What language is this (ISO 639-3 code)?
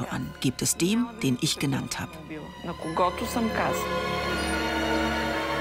deu